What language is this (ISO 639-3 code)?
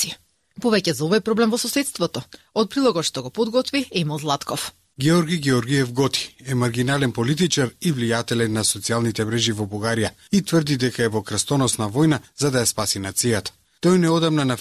mkd